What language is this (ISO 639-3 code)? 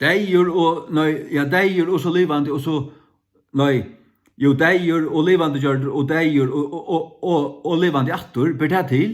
fao